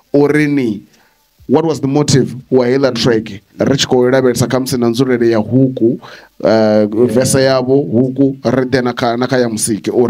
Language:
Venda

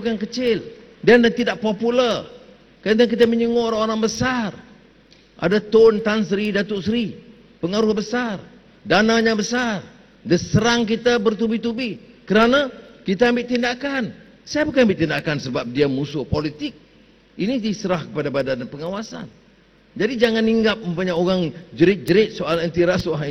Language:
Malay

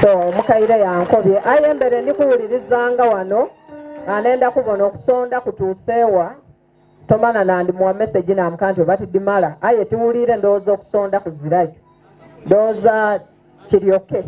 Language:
Soga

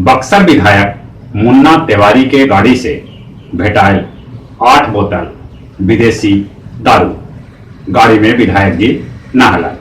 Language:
Magahi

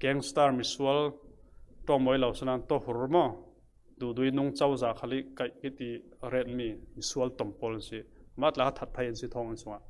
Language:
Falam Chin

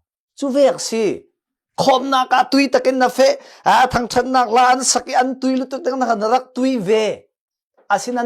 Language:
Falam Chin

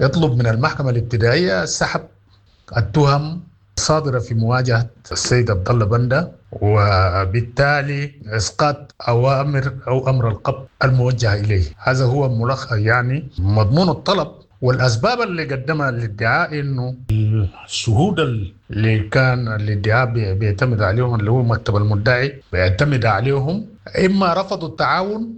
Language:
Sudanese Arabic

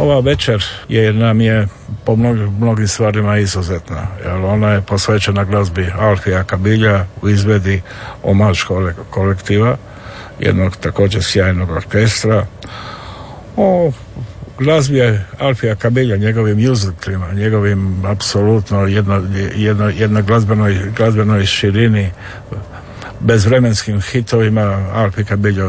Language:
Croatian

